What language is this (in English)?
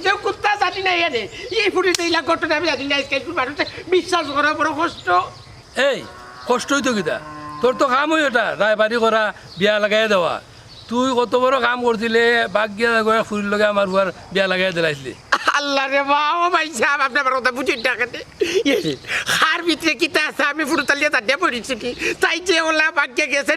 Sylheti